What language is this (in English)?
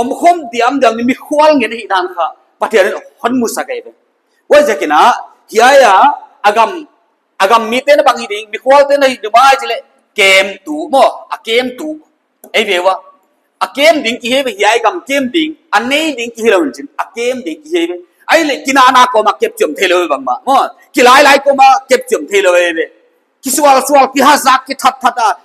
Paite Chin